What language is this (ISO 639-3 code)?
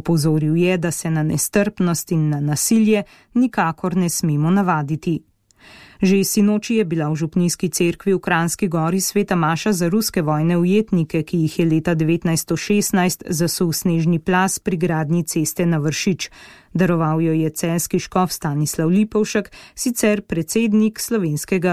slv